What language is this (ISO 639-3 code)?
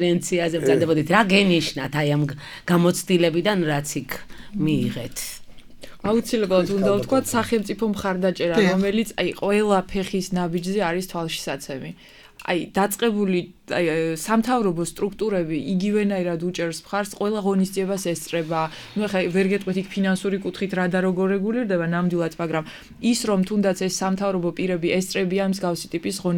kat